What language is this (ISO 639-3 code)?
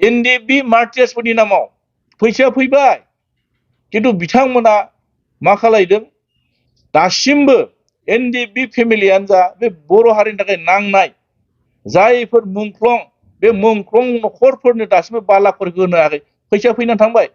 brx